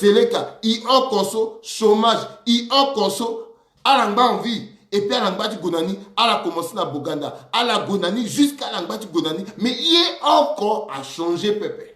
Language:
Sango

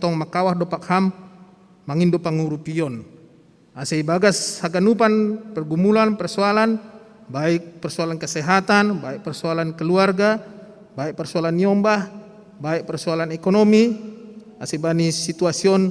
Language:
Batak Simalungun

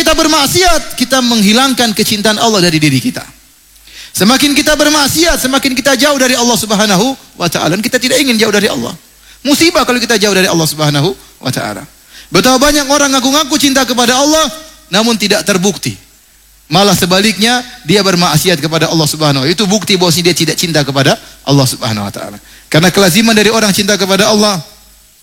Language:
Indonesian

